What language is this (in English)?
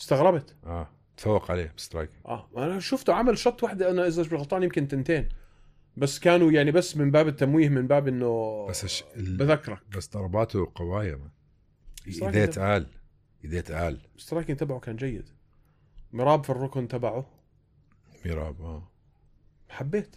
North Levantine Arabic